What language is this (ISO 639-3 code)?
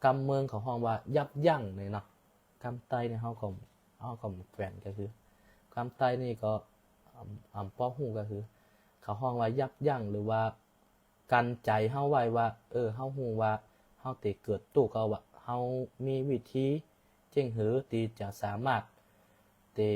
shn